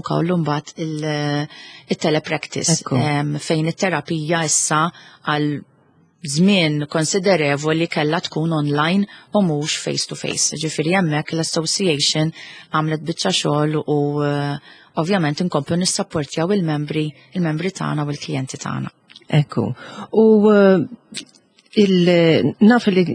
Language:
Maltese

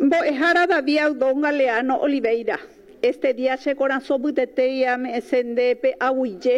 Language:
Guarani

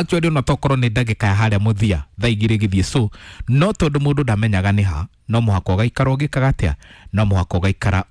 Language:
Kikuyu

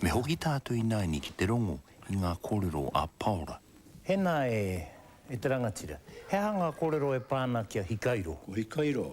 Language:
Māori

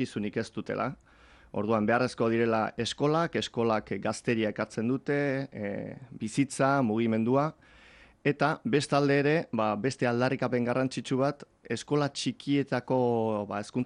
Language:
Basque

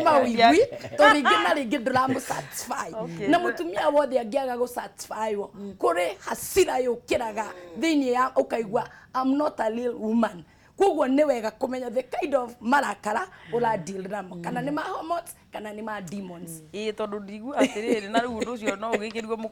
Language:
Kikuyu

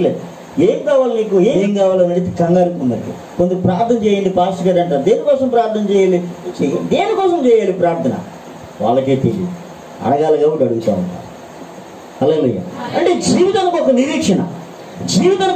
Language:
Telugu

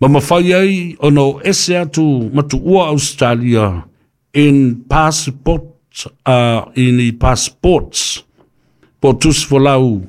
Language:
Samoan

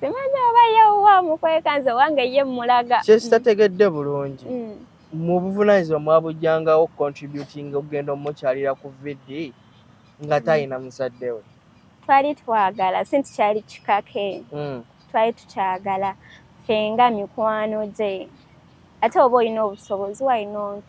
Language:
Ganda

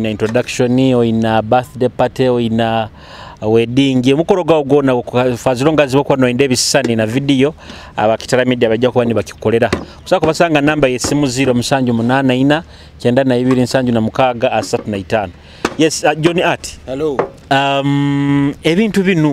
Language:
Nyoro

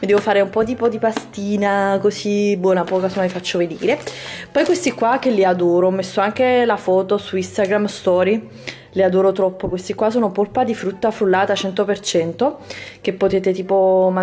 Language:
Italian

